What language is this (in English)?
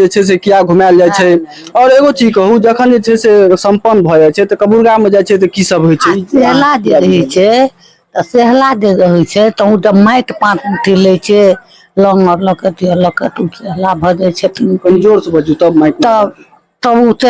Maithili